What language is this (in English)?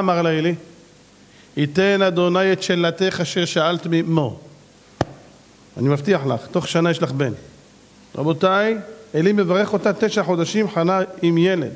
Hebrew